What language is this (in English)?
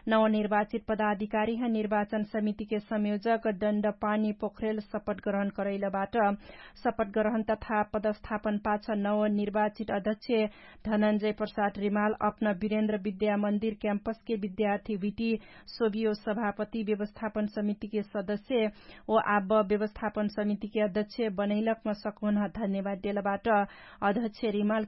Dangaura Tharu